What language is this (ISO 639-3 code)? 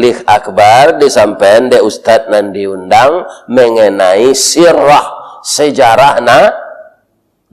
min